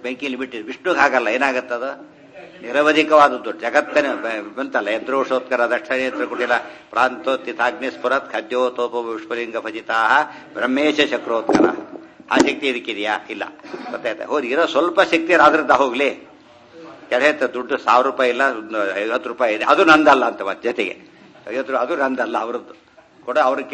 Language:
Kannada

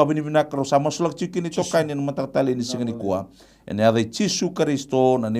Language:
Fijian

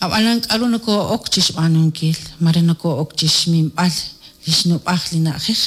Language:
Kekchí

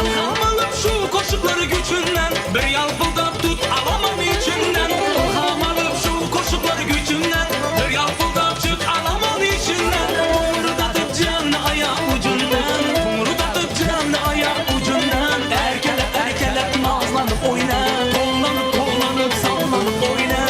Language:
Turkmen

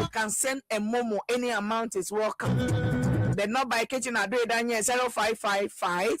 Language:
Ewe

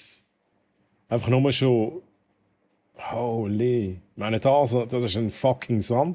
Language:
Swiss German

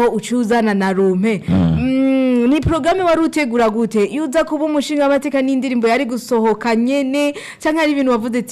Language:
Rundi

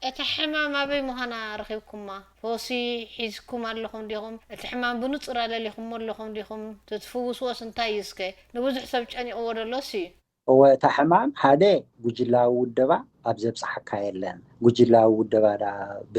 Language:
Tigrinya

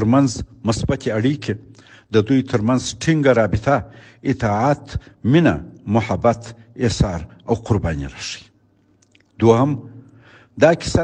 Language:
Pashto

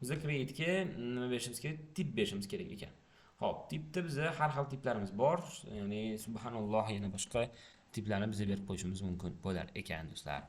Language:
Uzbek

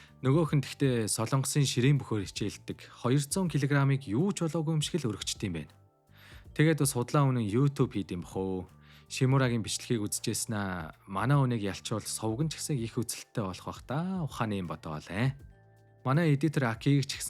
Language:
Mongolian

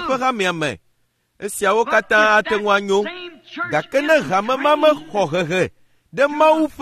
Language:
Ewe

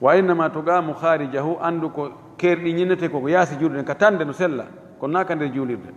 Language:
Fula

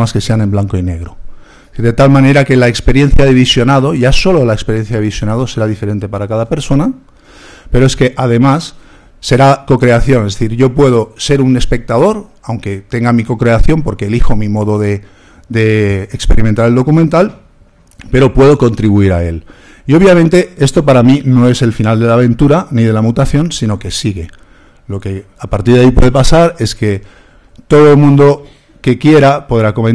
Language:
Spanish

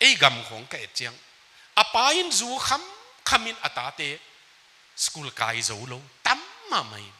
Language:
Tedim Chin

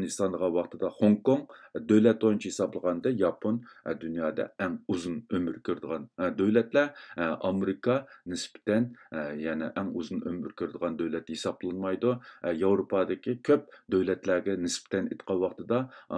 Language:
Uyghur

